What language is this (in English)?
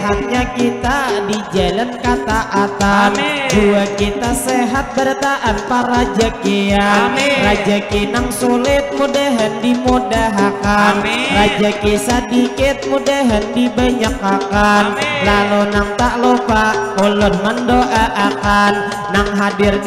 Banjar